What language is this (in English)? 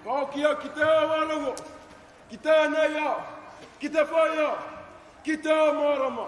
Māori